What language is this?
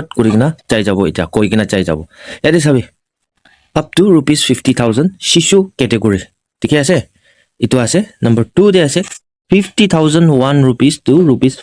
Naga Pidgin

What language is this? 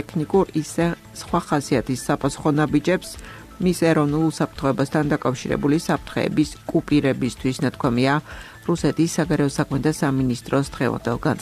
Georgian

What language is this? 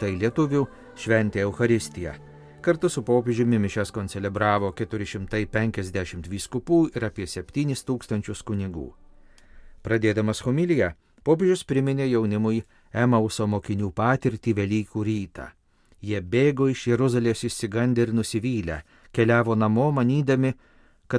Lithuanian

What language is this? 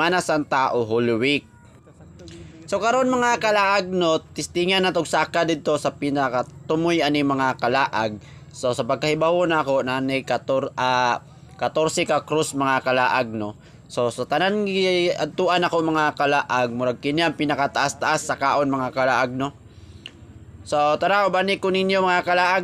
Cebuano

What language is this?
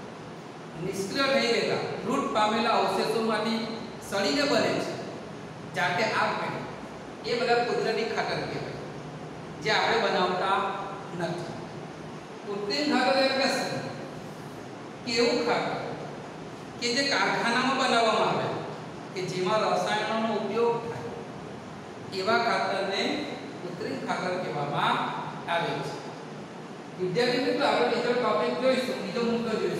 Gujarati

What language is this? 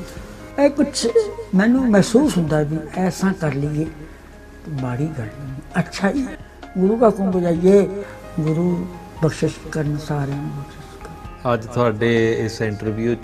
Punjabi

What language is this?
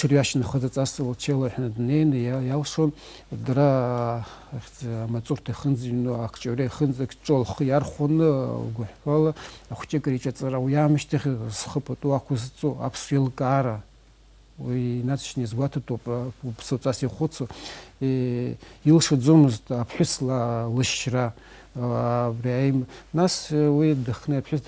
Abkhazian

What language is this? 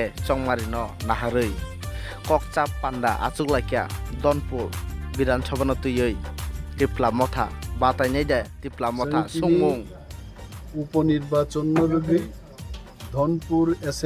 Kok Borok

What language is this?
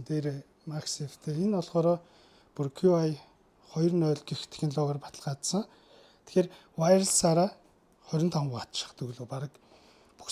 Mongolian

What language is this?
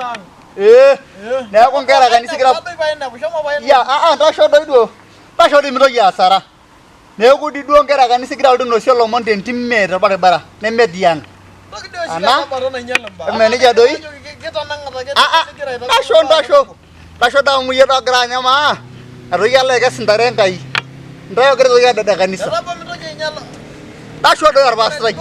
Masai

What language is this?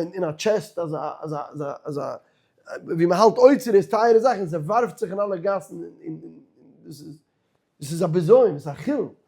Yiddish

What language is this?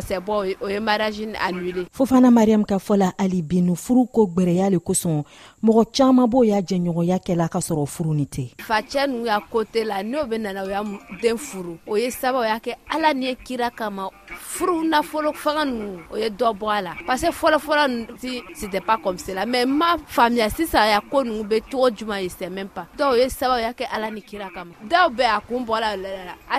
Bambara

